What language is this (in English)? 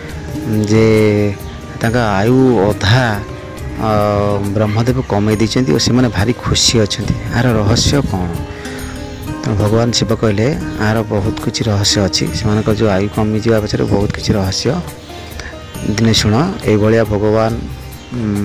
Odia